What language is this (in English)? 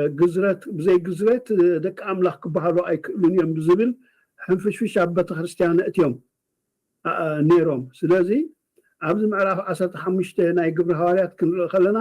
Tigrinya